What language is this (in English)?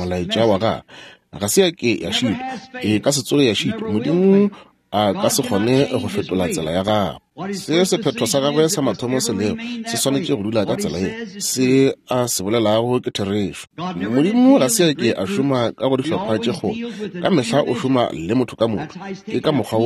Northern Sotho